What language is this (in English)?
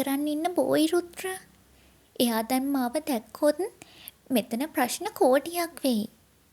Sinhala